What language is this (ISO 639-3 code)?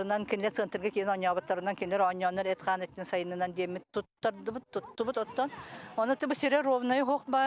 sah